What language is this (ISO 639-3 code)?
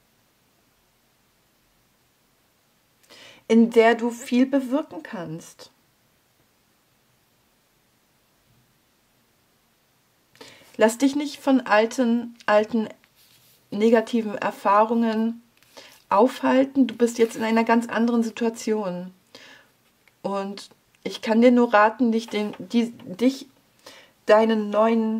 deu